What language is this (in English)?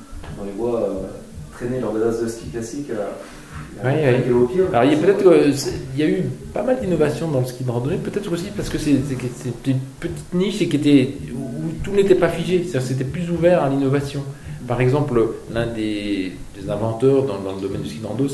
French